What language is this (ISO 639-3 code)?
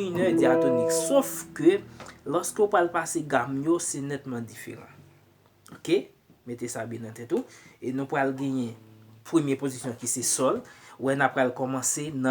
hat